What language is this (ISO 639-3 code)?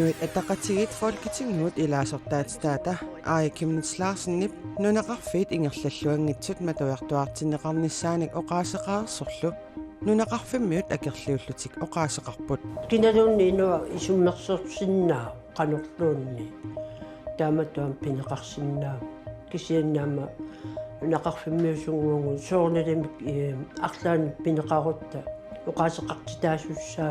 kal